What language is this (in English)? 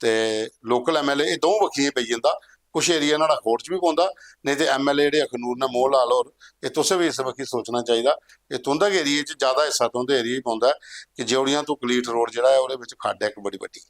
Dogri